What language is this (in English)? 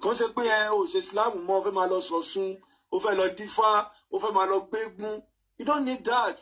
Yoruba